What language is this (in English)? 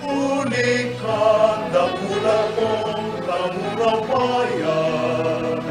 Bikol